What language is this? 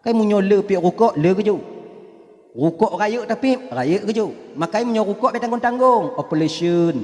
Achinese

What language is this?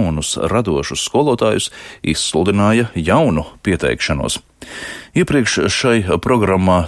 Latvian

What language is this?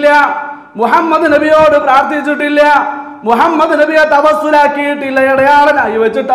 Malayalam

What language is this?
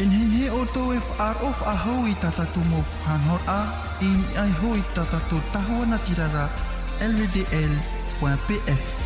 Tahitian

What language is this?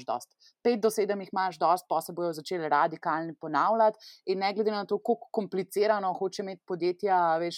Slovenian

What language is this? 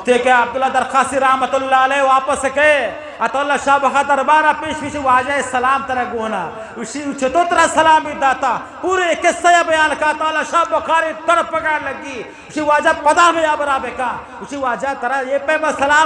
Eastern Balochi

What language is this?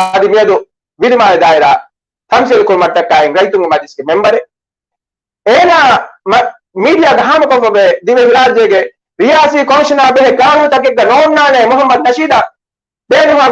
Divehi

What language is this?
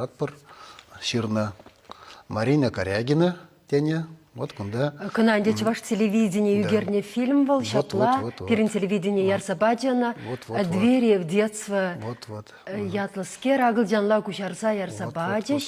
Chuvash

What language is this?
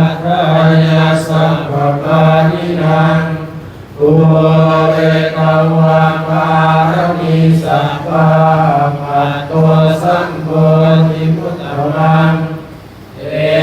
Pali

